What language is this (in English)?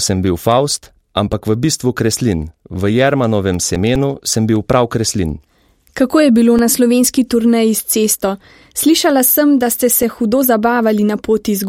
Slovenian